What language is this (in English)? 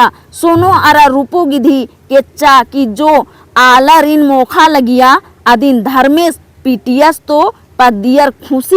Kurukh